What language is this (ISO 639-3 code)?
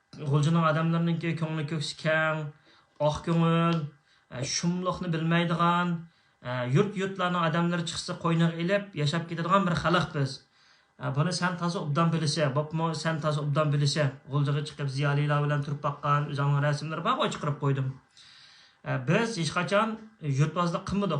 uig